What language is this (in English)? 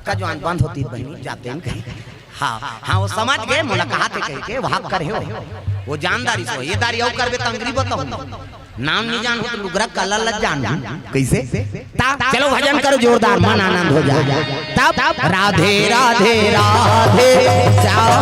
Chhattisgarhi